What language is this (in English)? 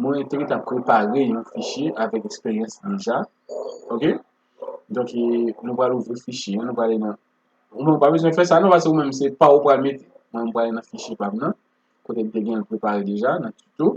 Haitian Creole